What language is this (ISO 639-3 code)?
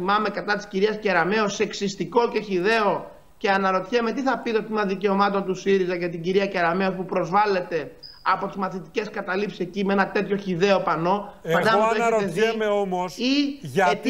ell